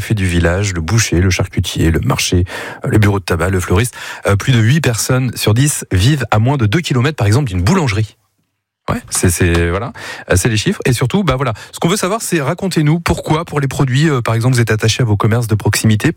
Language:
French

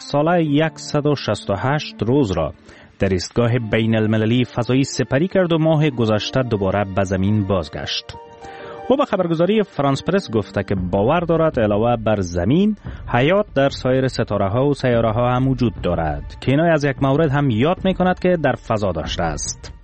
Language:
Persian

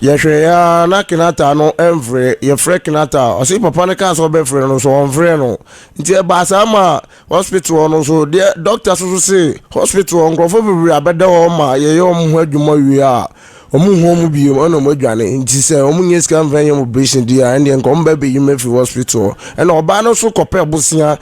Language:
Akan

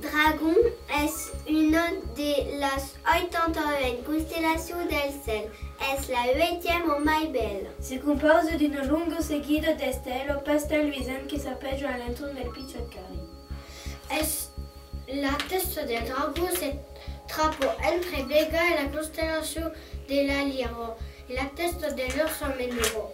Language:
Occitan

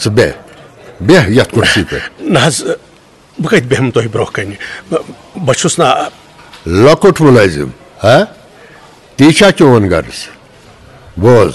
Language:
Kashmiri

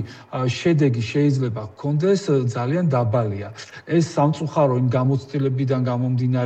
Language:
Georgian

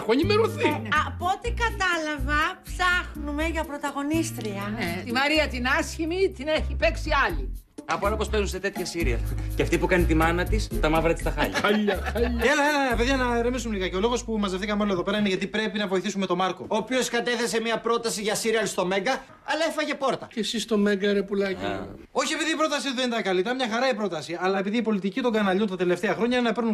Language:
Greek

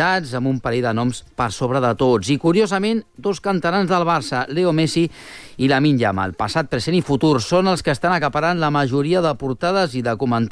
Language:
Catalan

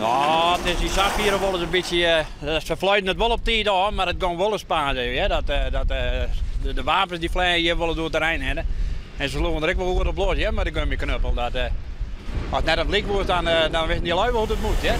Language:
Western Frisian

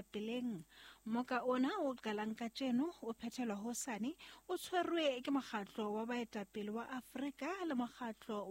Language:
Southern Sotho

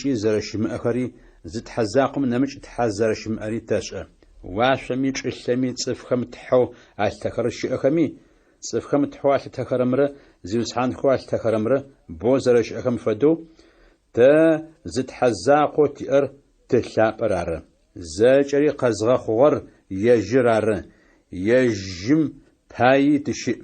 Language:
Adyghe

